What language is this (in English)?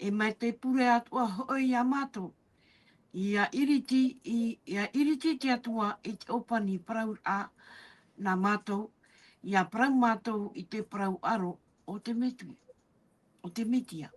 Tahitian